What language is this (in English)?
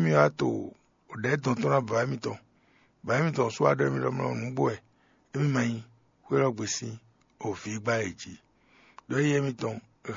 Fon